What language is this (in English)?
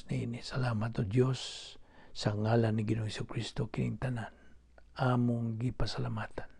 Cebuano